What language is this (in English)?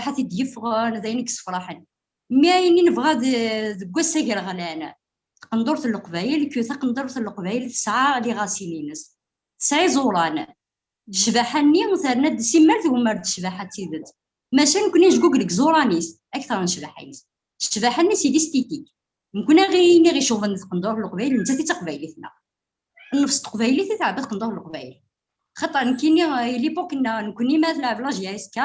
Kabyle